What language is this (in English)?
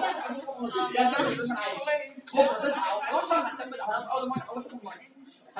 Egyptian Arabic